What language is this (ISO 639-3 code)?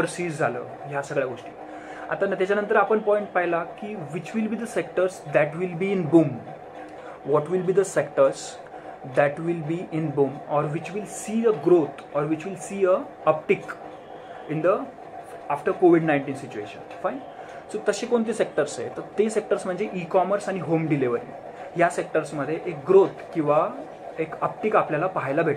mar